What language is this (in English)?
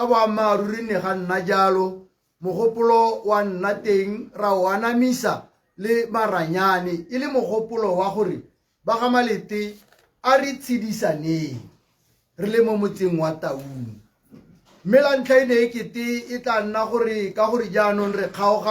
Tswana